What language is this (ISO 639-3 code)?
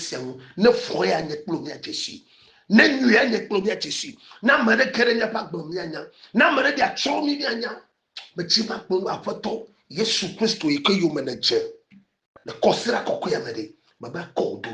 ewe